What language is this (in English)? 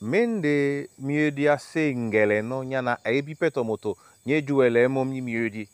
Duala